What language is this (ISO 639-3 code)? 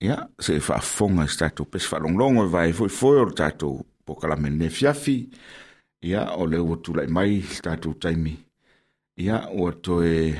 smo